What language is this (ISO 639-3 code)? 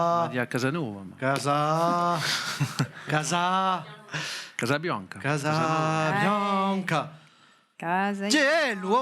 cos